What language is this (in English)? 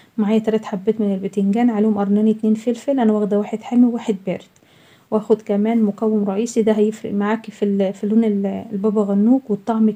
Egyptian Arabic